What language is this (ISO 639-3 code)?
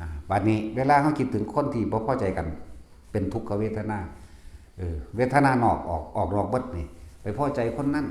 tts